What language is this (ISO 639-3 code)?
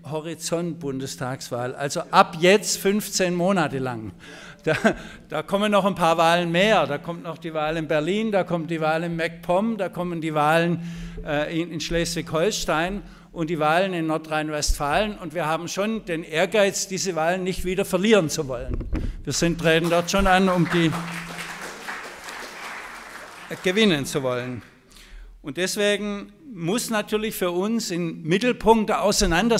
deu